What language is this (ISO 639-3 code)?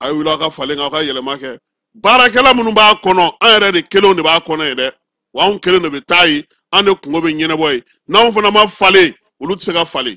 bam